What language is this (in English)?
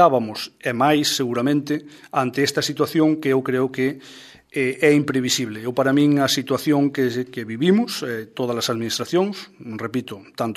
Galician